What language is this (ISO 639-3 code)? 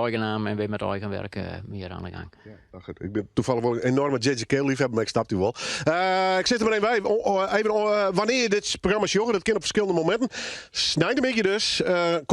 fry